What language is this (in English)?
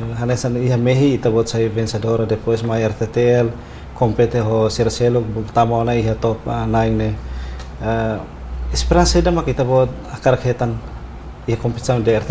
Tetum